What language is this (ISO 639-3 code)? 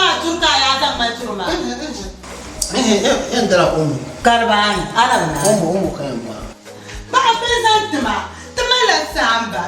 dag